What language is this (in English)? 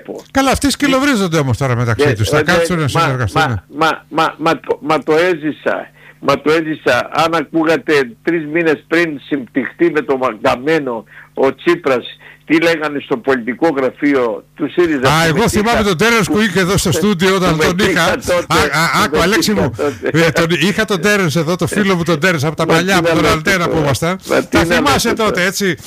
Greek